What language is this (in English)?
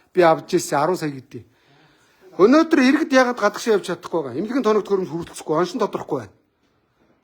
Mongolian